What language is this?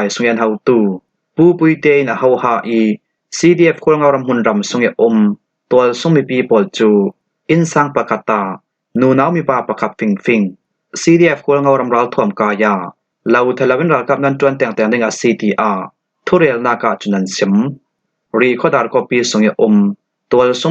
Falam Chin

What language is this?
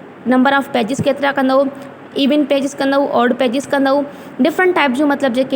Sindhi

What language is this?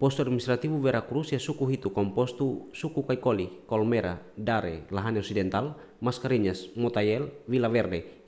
Tetum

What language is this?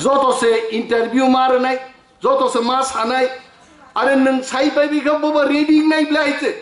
Kok Borok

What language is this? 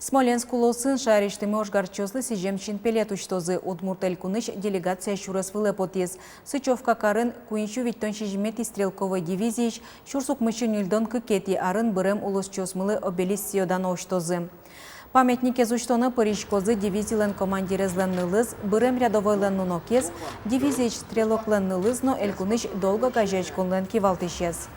Udmurt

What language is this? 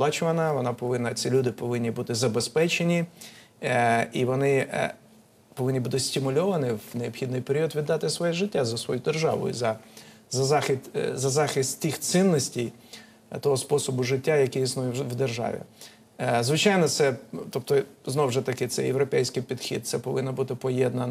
Ukrainian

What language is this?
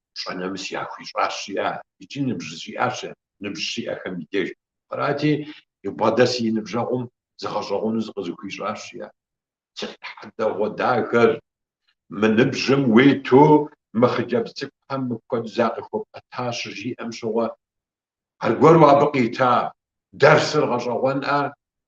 Kabardian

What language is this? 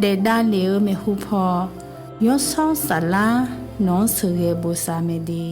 Akha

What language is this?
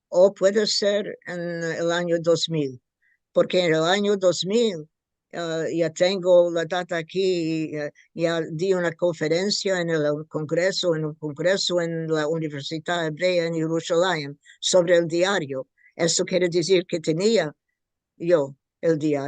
Ladino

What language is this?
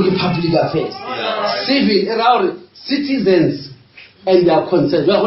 Northern Sotho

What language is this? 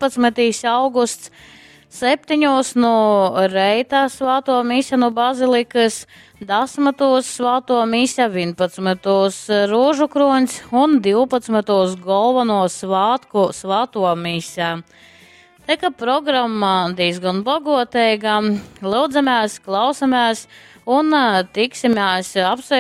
Latgalian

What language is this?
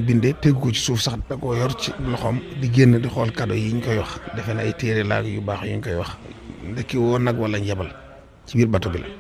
Wolof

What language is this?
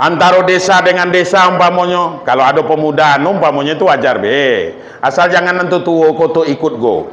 Minangkabau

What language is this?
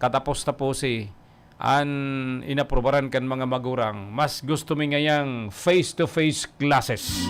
Bikol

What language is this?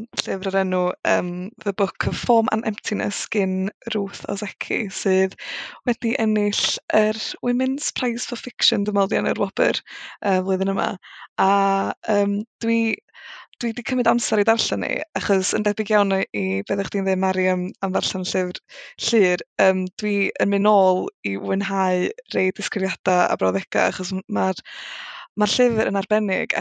Welsh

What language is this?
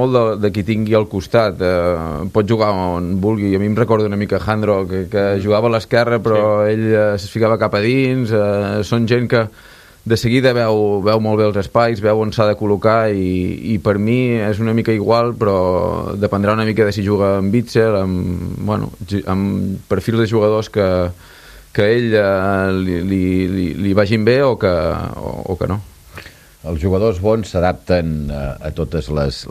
Catalan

